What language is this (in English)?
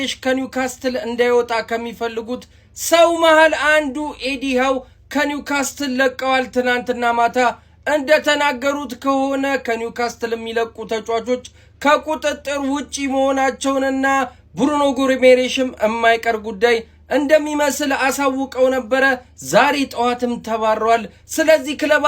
Amharic